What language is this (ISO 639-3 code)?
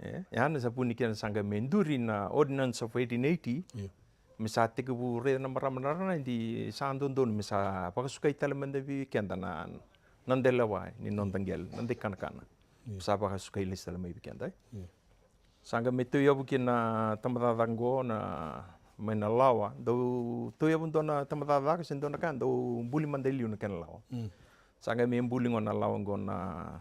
fij